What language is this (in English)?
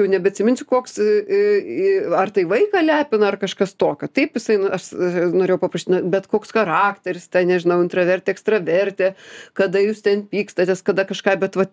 Lithuanian